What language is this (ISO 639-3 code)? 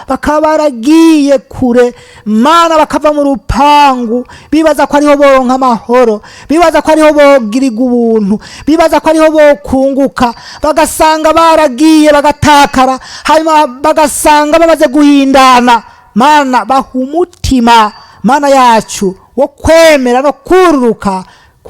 run